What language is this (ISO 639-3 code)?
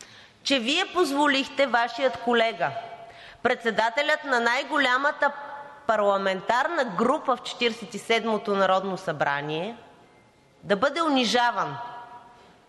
bul